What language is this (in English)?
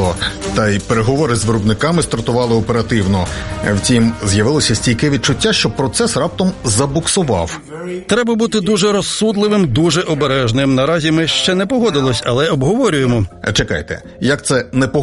Ukrainian